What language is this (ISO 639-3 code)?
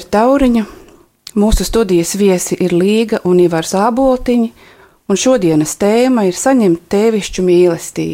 lav